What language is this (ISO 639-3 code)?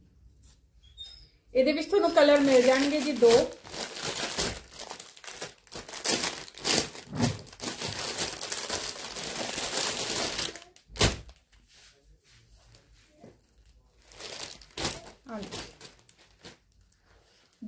pan